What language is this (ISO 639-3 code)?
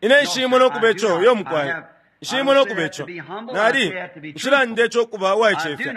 bem